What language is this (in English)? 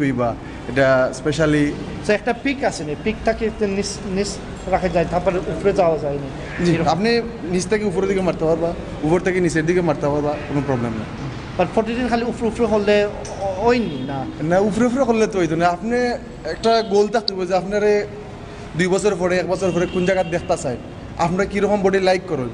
Sylheti